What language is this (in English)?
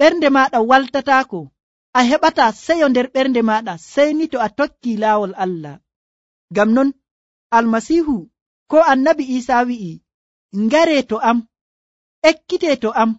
Nigerian Fulfulde